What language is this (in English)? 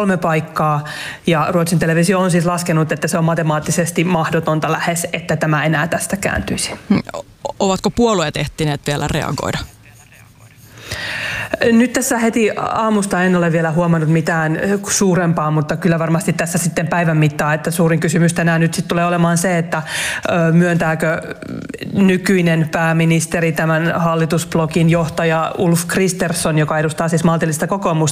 Finnish